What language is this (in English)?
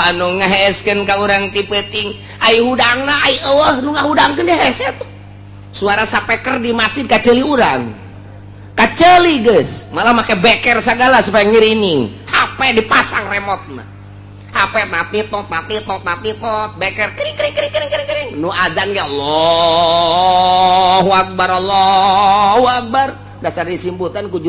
Sundanese